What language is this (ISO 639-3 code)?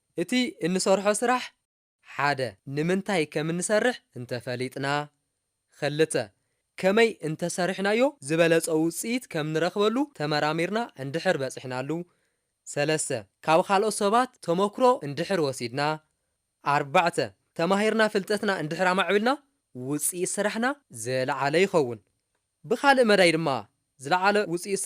tir